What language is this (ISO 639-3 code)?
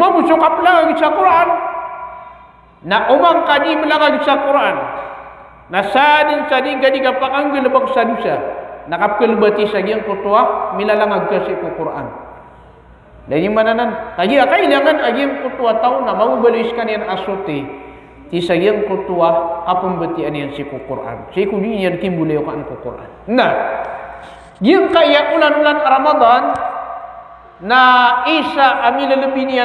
mrw